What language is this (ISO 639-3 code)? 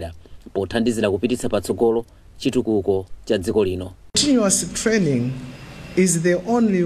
nya